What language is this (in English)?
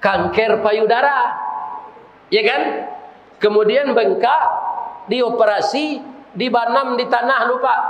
Minangkabau